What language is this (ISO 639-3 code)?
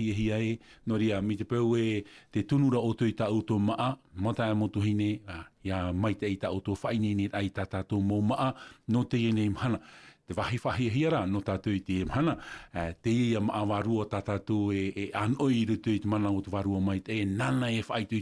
tah